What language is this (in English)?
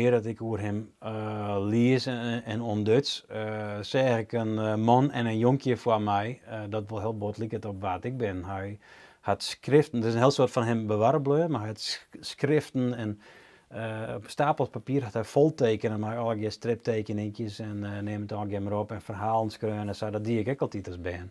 Western Frisian